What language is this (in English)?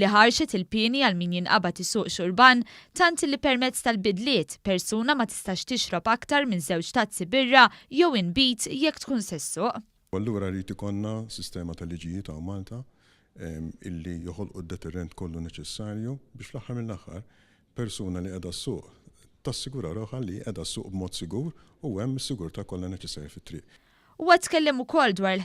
Maltese